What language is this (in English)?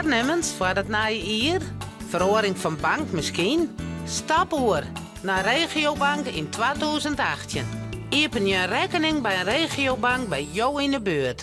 Western Frisian